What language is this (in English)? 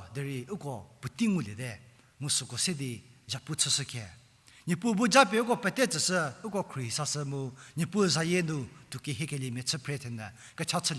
Angami Naga